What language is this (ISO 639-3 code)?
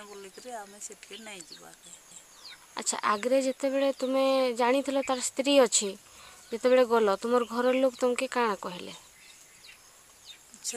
ori